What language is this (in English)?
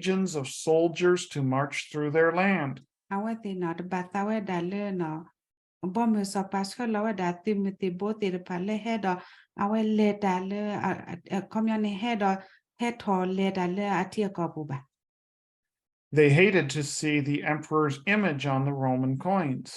S'gaw Karen